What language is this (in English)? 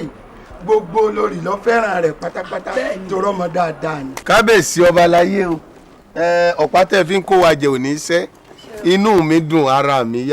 Yoruba